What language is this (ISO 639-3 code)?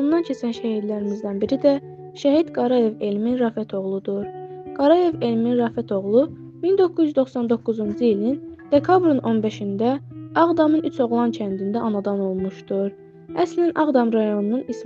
aze